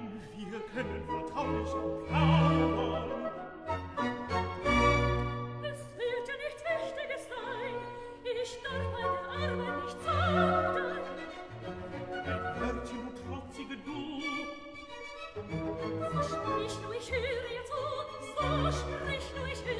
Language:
German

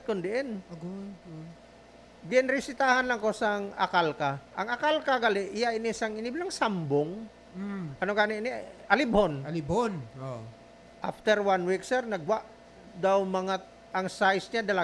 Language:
Hiligaynon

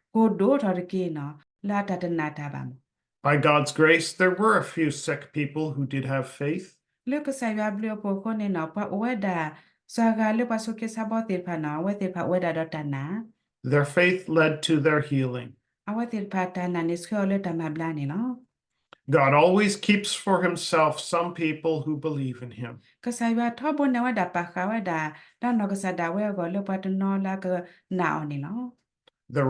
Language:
S'gaw Karen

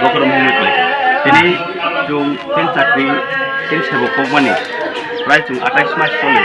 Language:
Kok Borok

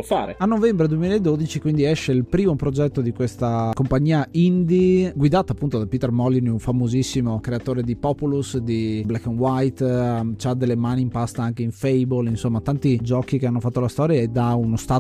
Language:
Italian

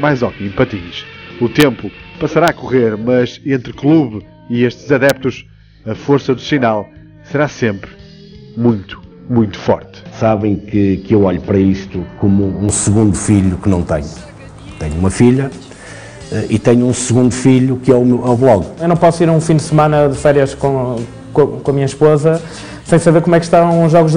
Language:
Portuguese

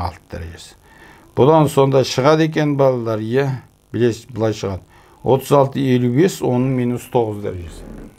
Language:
Kazakh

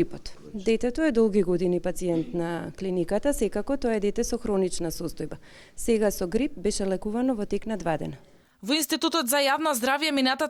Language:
Macedonian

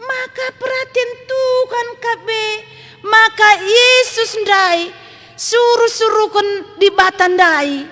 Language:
Batak Karo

